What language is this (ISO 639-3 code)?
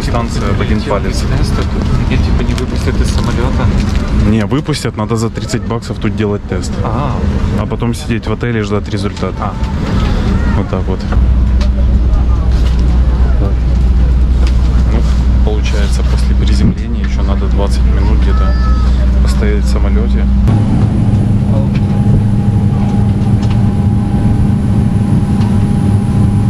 rus